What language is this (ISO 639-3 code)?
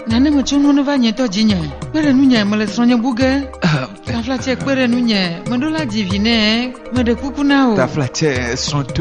ewe